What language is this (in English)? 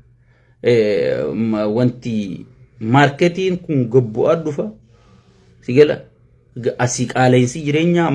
Oromo